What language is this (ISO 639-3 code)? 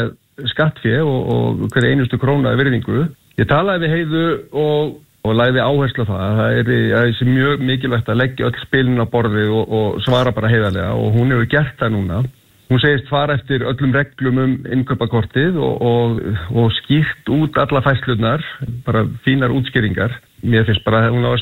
isl